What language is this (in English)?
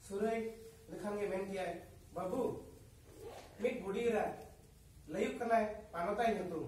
Santali